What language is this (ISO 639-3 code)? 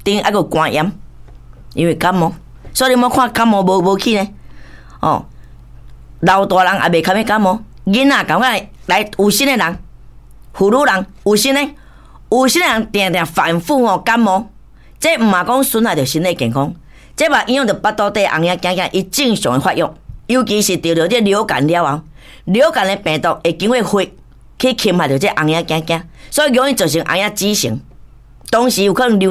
nan